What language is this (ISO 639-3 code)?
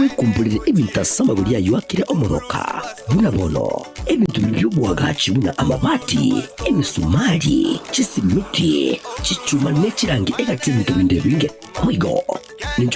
guz